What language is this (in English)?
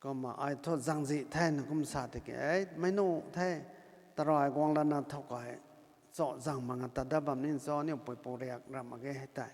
Rongmei Naga